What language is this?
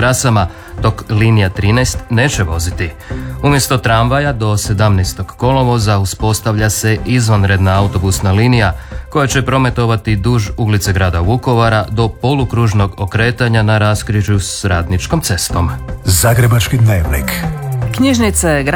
Croatian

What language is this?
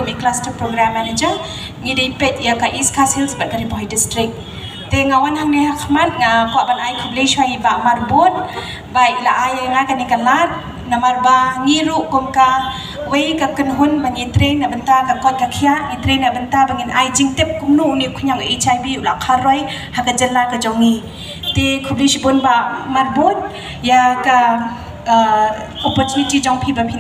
Khasi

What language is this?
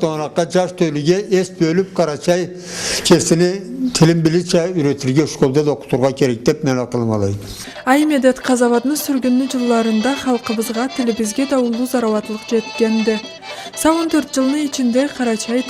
Karachay-Balkar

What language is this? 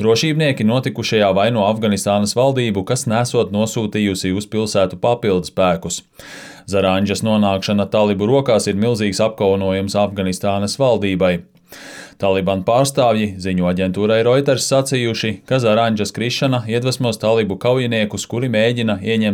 Latvian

